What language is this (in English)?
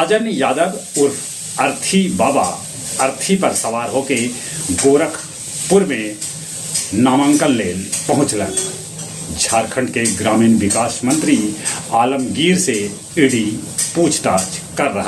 Magahi